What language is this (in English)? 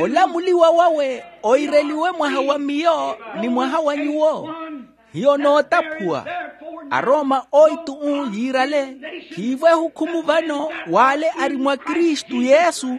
Makhuwa